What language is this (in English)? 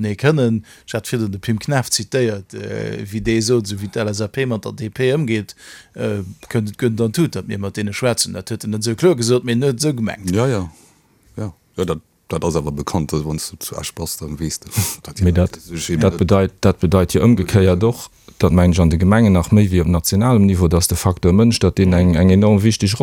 Luxembourgish